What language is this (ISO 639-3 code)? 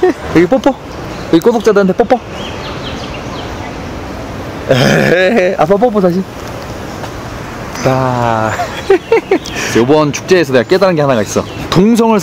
kor